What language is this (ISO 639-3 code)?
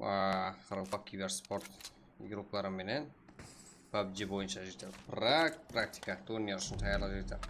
kaa